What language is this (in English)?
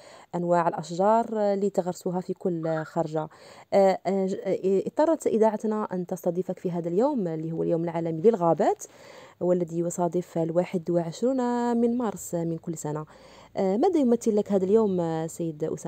Algerian Arabic